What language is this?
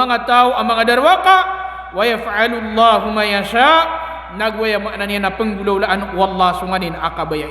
Maranao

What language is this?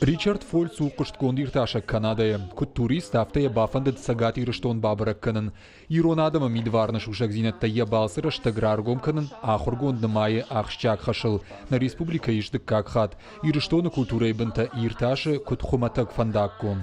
Ossetic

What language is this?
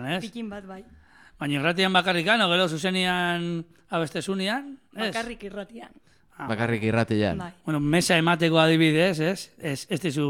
Basque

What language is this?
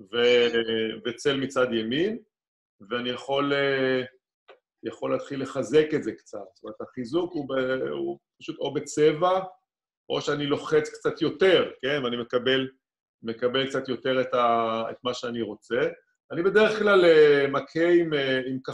Hebrew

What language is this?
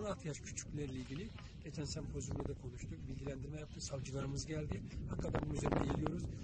Turkish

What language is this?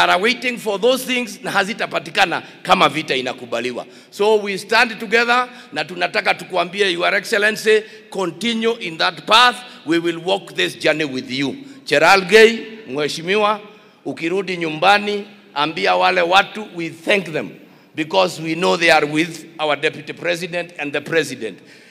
Swahili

